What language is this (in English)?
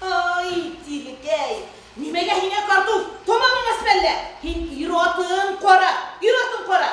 Bashkir